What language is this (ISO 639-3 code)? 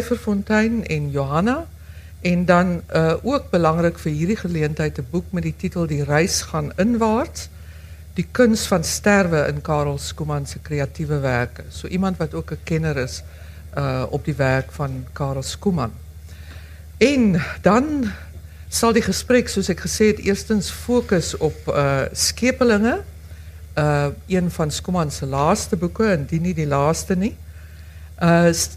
afr